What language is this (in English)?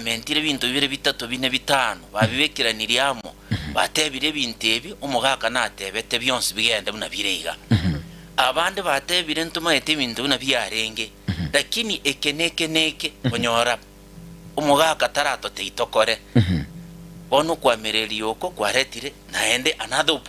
Gusii